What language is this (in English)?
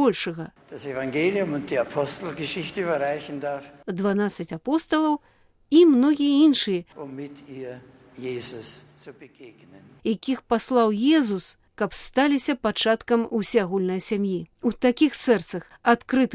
Belarusian